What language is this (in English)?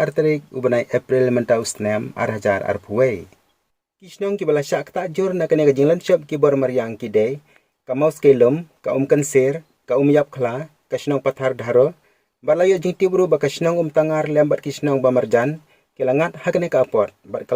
Khasi